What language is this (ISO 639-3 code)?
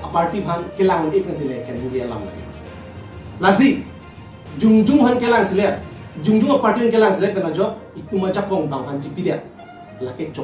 mjw